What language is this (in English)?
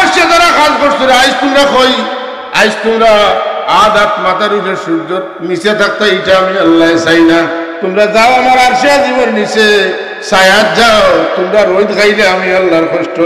Sylheti